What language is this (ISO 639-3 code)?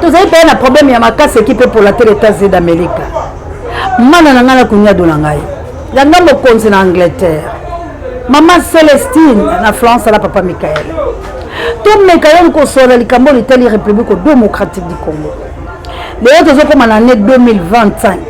lin